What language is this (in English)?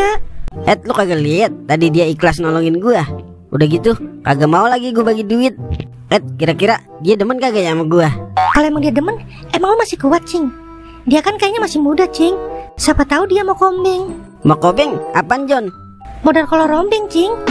Betawi